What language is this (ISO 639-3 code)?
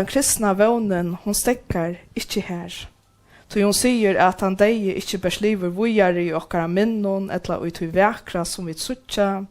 fao